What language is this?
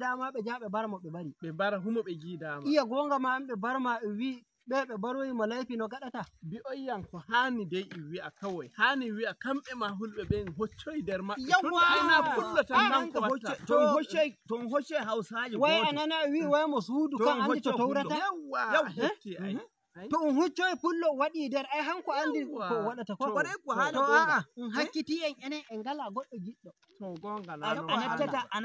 Nigerian Fulfulde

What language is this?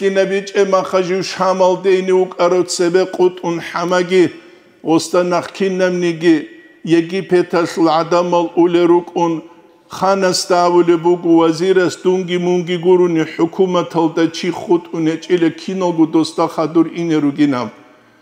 Avaric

